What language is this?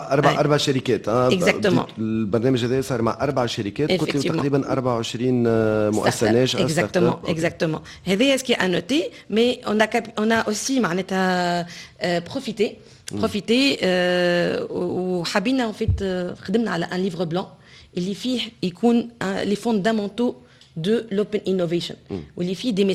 Tunisian Arabic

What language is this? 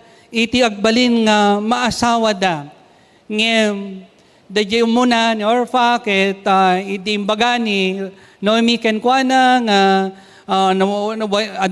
Iloko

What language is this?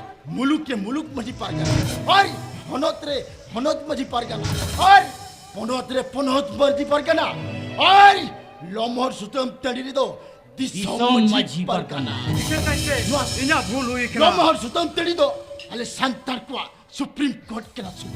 Santali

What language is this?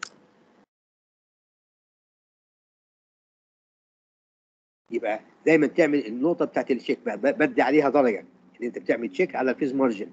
Egyptian Arabic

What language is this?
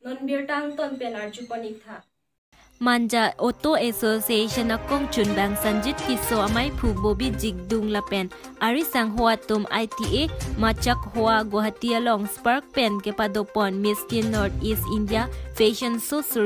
Karbi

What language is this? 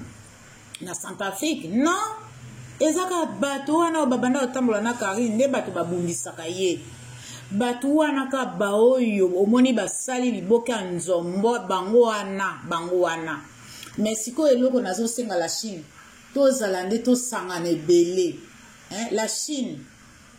Lingala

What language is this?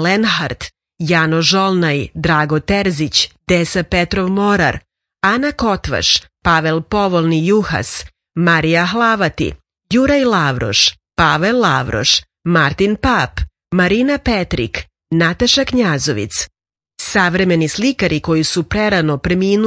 Serbian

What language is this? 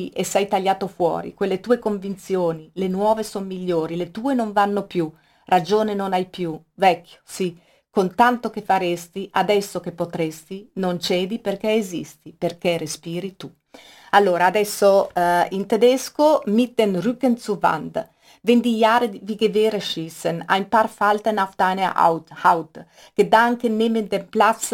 Italian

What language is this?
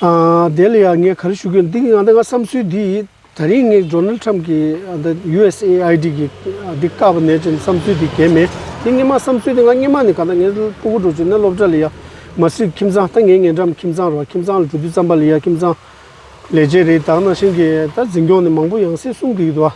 Tibetan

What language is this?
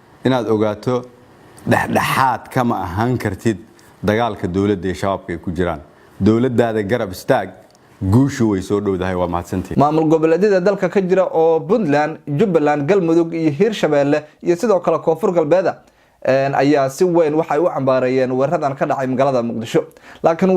Somali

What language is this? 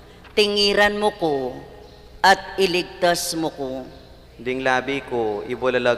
Pampanga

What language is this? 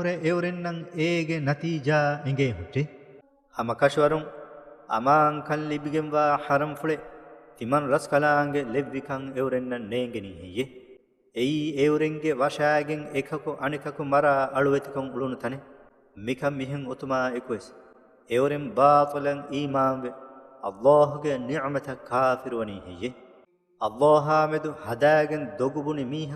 Divehi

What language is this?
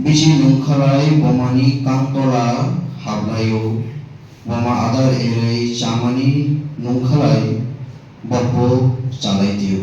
Kok Borok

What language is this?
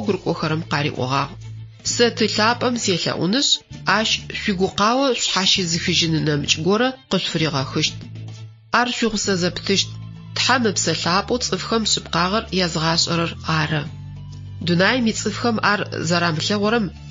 Adyghe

